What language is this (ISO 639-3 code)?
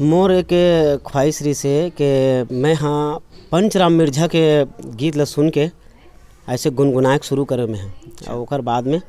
hne